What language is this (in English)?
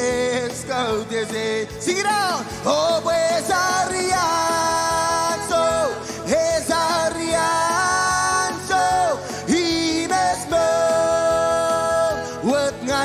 Marshallese